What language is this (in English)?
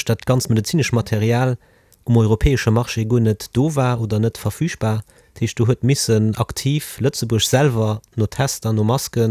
Luxembourgish